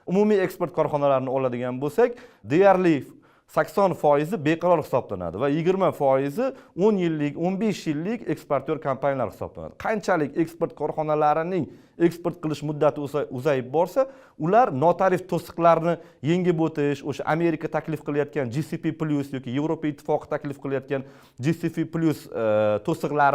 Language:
Uzbek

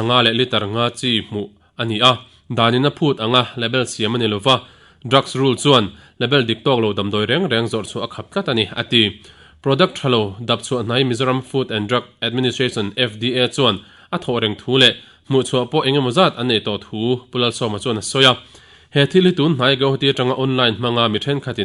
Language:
Mizo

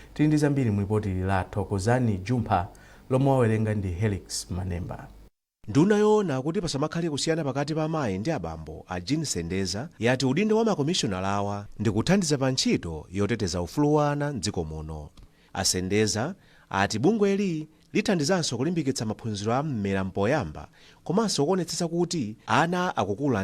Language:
Nyanja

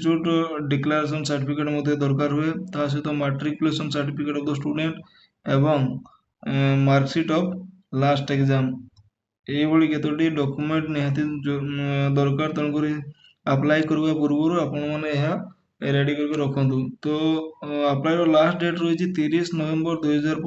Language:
Odia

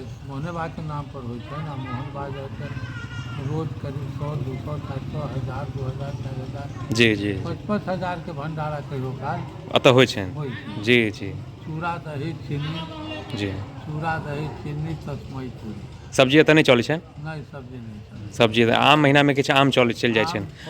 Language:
Maithili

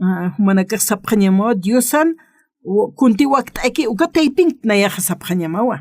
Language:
Aymara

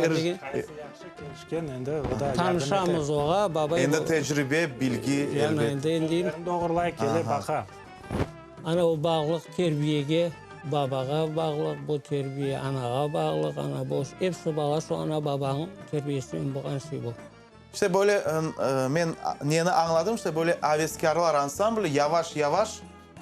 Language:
Crimean Tatar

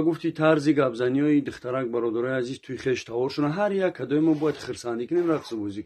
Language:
Tajik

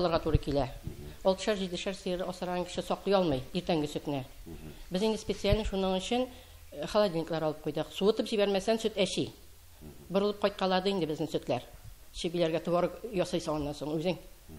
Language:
Tatar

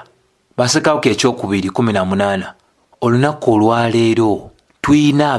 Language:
Ganda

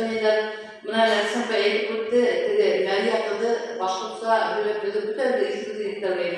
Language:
Bashkir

